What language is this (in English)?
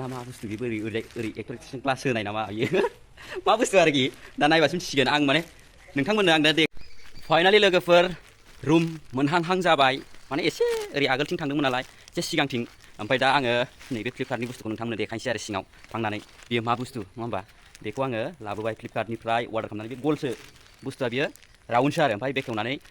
Bodo